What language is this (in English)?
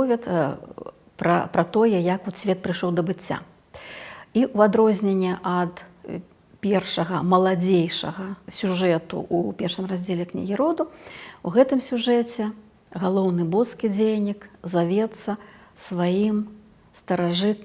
Belarusian